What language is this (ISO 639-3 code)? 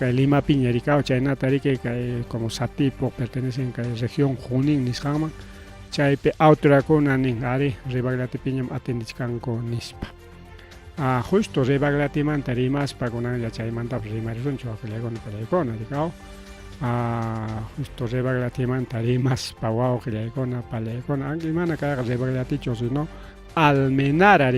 quy